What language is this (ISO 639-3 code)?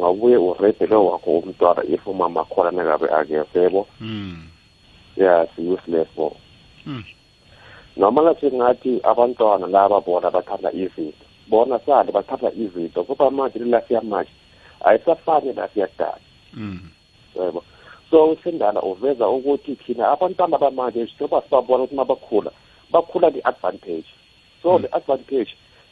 nbl